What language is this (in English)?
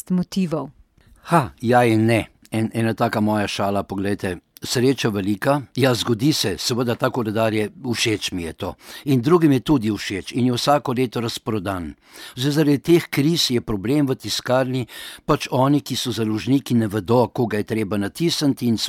Slovenian